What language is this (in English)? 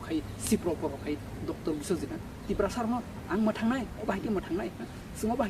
Kok Borok